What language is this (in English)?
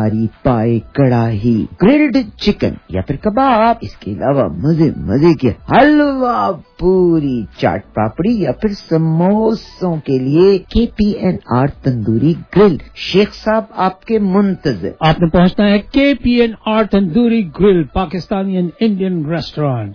Urdu